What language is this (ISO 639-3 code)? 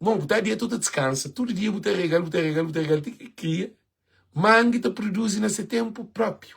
kea